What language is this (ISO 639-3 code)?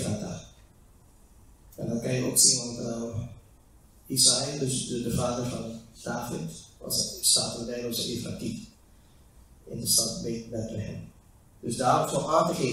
nld